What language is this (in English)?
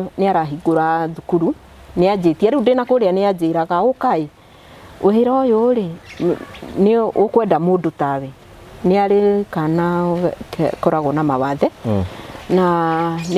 Kikuyu